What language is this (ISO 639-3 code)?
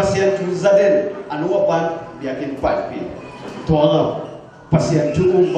ctd